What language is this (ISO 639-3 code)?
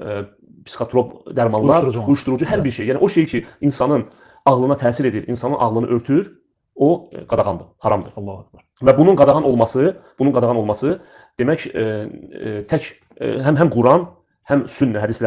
aze